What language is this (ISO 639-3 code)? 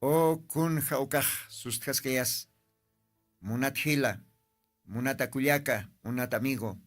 aym